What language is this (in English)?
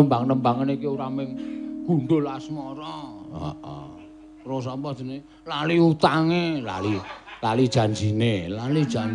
Javanese